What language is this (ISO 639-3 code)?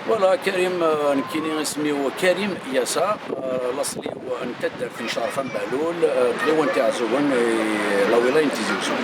kab